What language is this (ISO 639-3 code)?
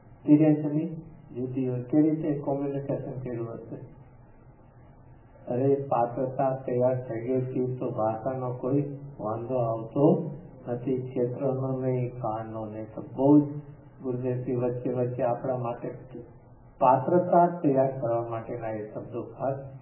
guj